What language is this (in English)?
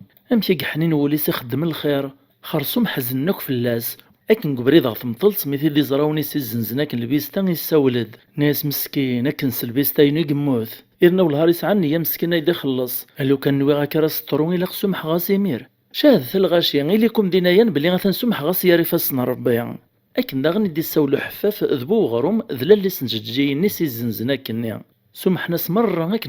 Kabyle